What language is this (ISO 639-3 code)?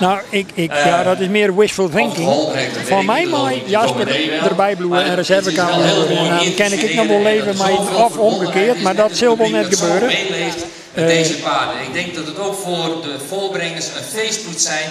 fry